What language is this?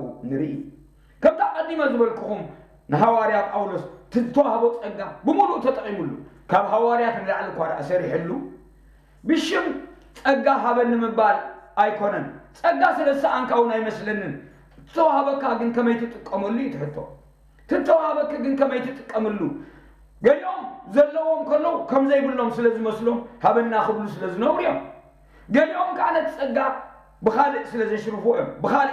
Tigrinya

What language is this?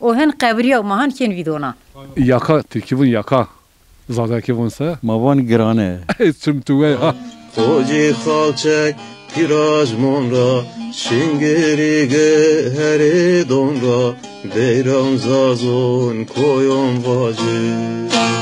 Zaza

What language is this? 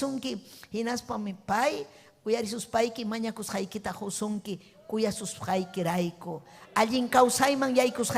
Ayacucho Quechua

